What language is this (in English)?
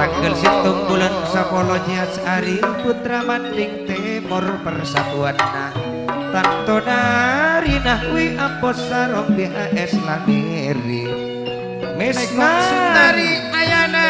Madurese